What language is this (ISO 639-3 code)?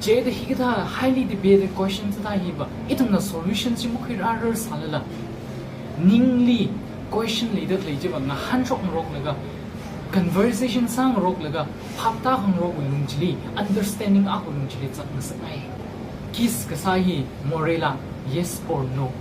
nmf